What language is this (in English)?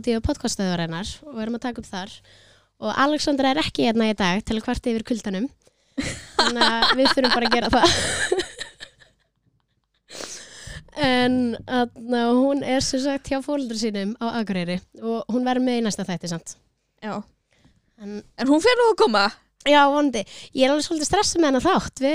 Icelandic